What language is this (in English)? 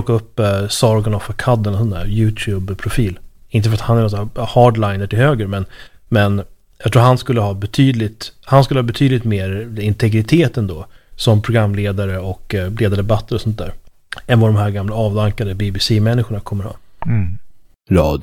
Swedish